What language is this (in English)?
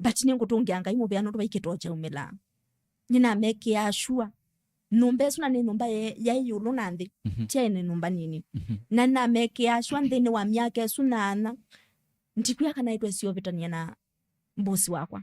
Kamba